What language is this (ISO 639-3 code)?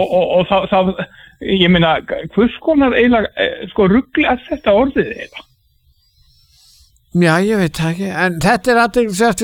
isl